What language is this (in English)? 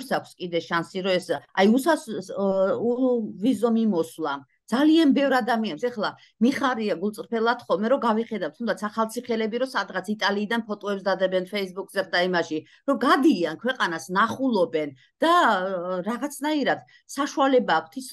Georgian